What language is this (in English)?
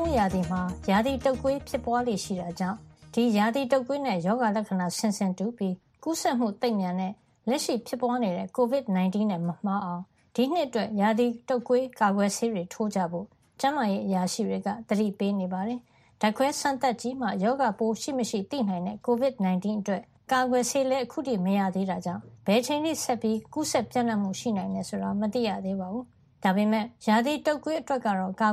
Burmese